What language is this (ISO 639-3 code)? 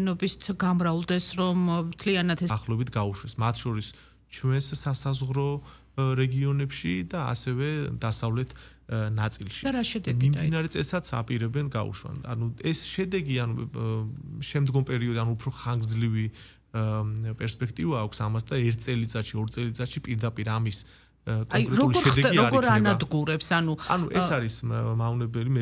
kat